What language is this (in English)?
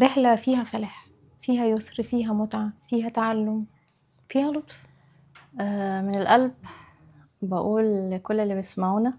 Egyptian Arabic